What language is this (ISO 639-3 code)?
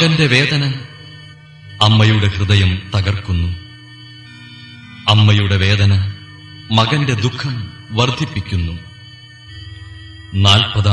mal